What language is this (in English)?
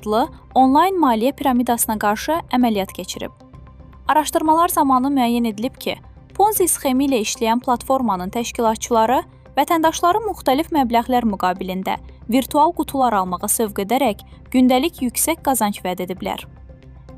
Azerbaijani